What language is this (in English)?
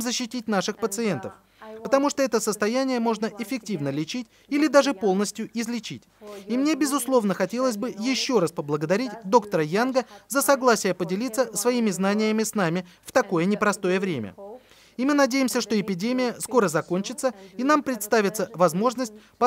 Russian